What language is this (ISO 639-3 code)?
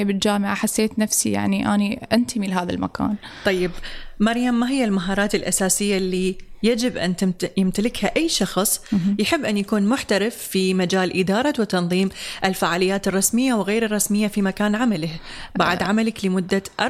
ara